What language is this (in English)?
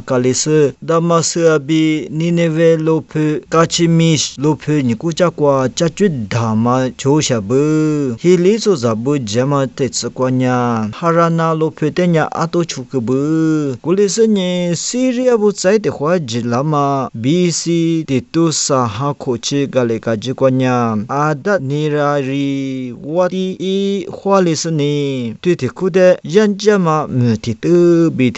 Lisu